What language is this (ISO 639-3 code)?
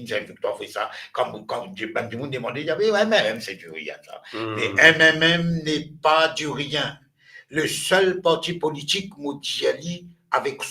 mfe